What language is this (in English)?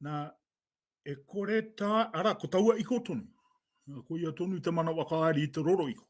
Māori